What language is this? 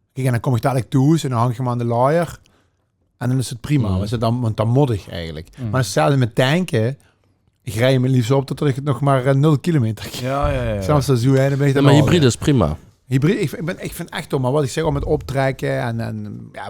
Limburgish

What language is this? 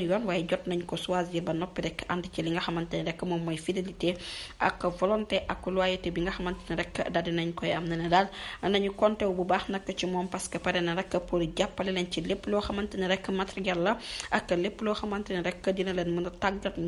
Wolof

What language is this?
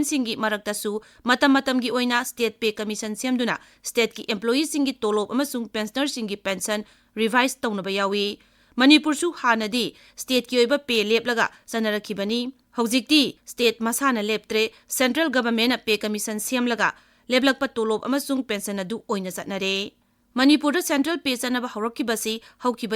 Manipuri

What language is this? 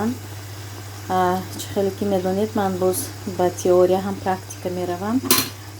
Tajik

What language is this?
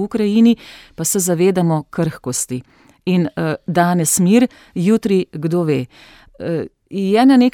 Slovenian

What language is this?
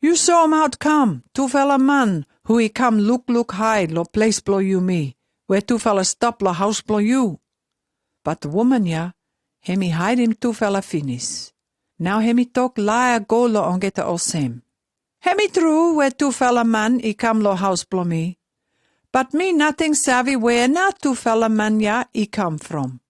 Pijin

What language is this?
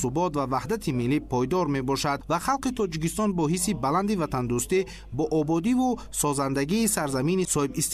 Tajik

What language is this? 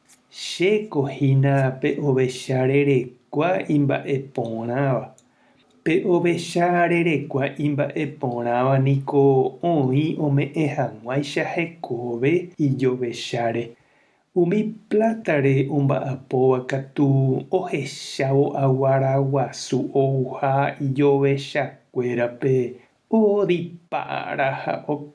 Guarani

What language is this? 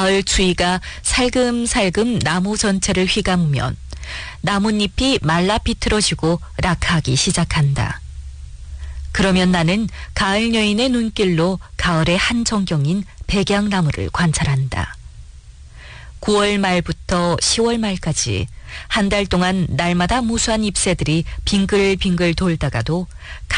Korean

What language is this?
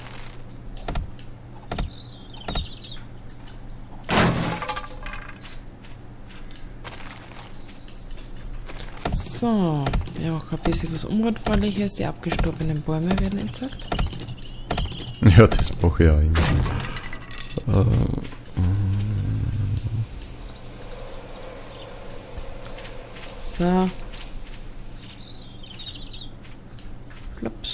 German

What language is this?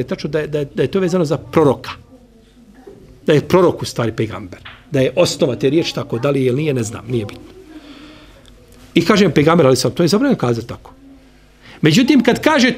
Bosnian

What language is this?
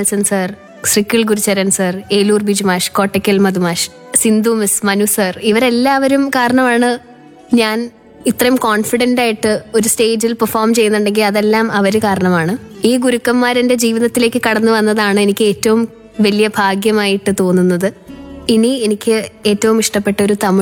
Malayalam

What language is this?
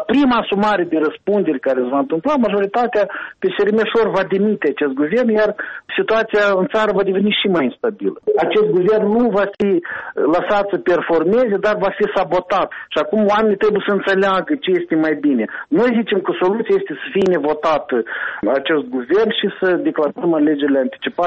Romanian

